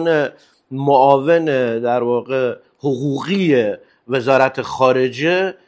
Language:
Persian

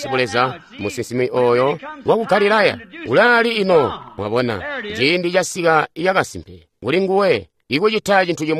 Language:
Tonga (Zambia)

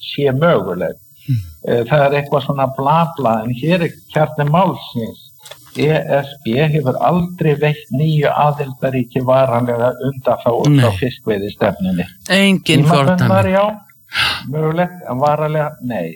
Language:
Icelandic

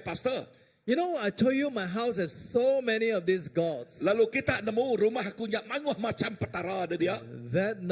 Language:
Iban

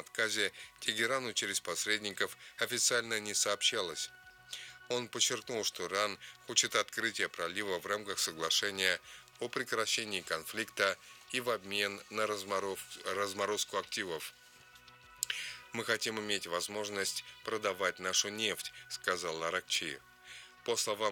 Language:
Russian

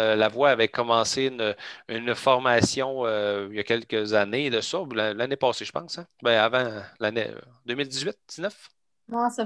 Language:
French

